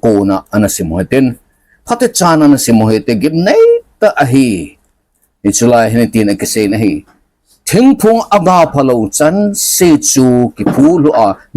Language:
Thado Chin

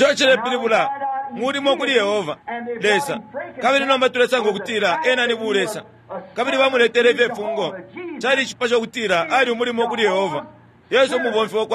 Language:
Bemba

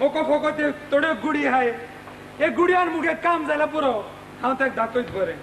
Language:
Konkani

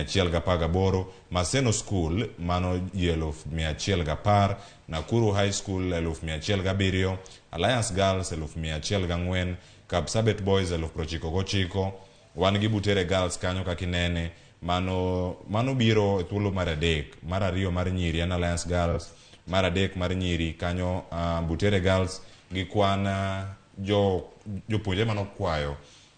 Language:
Luo (Kenya and Tanzania)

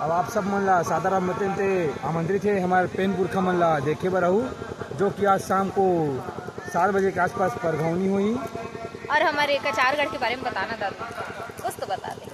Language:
Chhattisgarhi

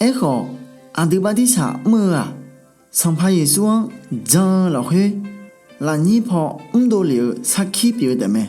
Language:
Akha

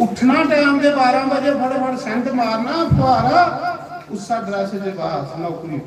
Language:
Dogri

